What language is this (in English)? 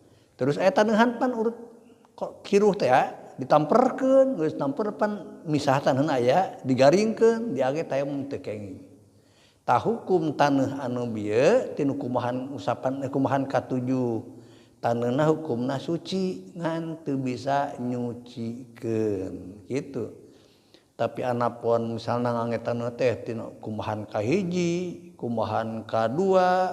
Sundanese